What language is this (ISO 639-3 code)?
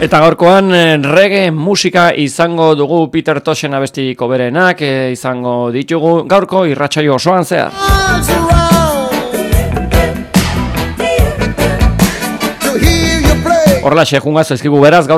eus